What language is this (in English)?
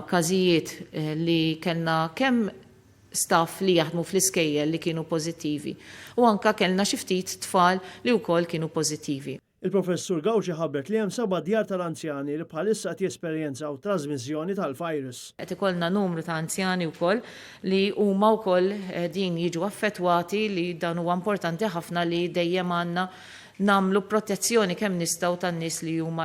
Maltese